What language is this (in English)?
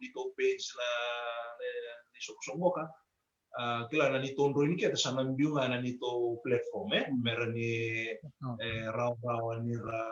Fijian